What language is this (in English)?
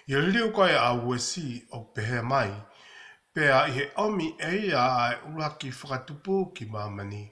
Tongan